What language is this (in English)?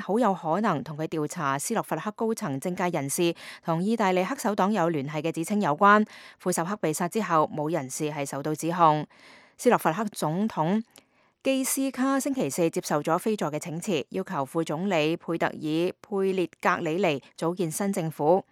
Cantonese